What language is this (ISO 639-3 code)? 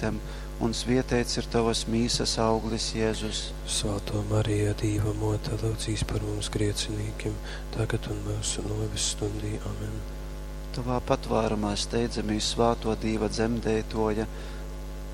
ltg